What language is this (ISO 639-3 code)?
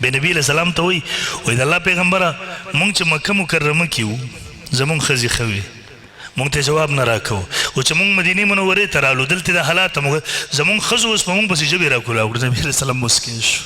pus